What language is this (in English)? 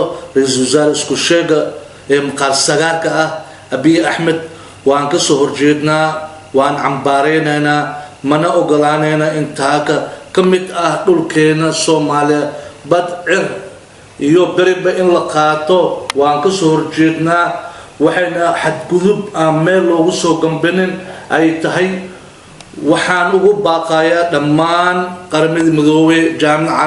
Somali